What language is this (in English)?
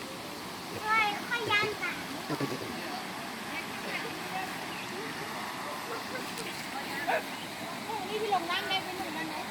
Lao